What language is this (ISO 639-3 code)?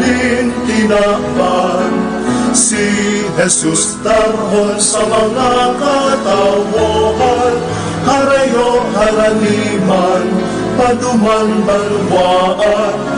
bik